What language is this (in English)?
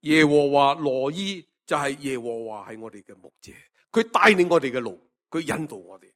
Cantonese